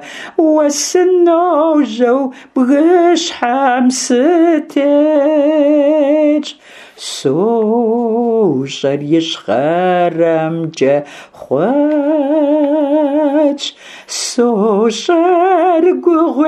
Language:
Kabardian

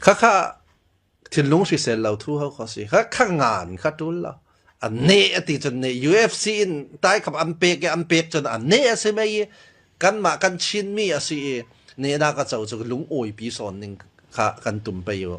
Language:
Falam Chin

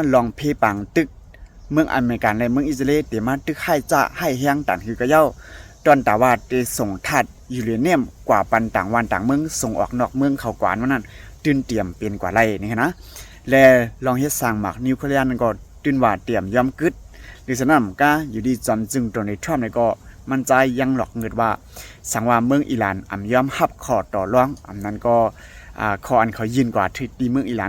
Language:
Shan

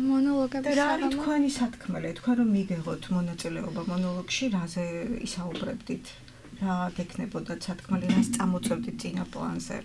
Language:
Georgian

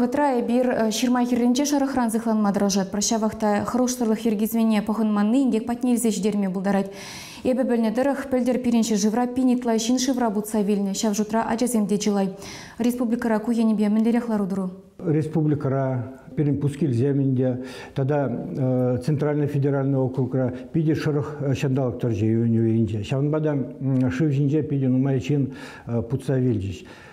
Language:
Chuvash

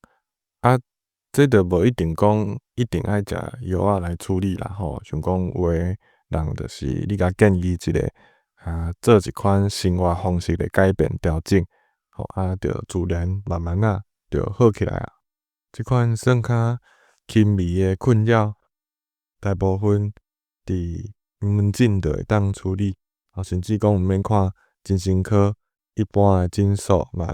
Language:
Min Nan Chinese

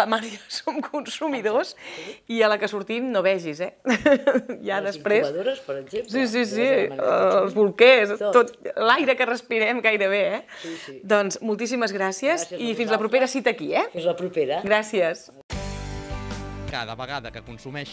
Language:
Catalan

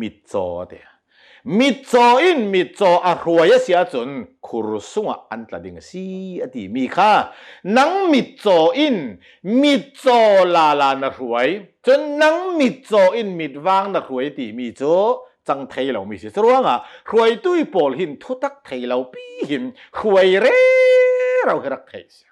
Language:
Hakha Chin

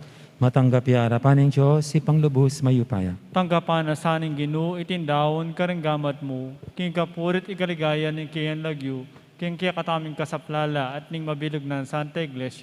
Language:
Pampanga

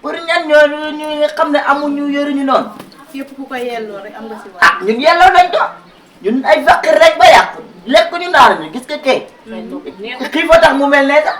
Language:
Wolof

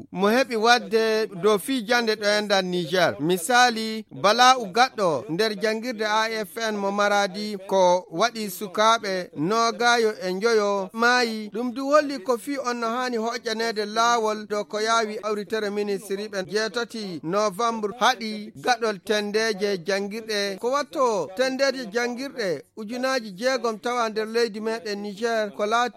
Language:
Fula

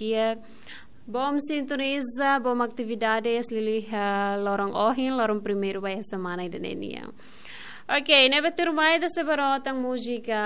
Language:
Tetum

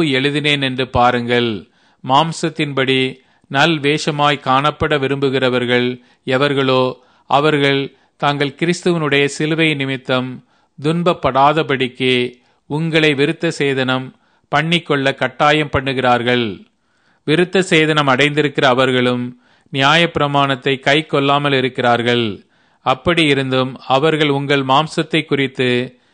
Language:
Tamil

